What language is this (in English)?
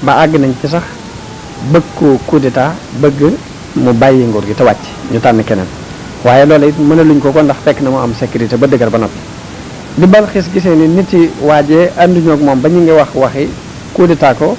Wolof